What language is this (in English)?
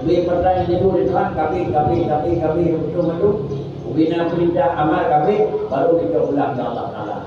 Achinese